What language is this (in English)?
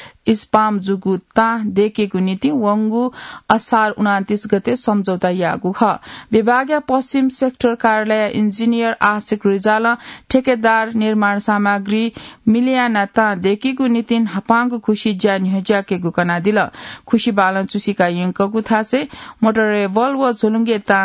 Newari